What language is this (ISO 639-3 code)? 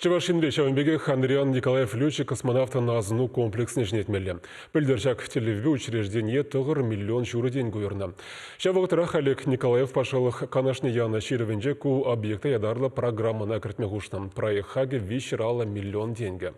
chv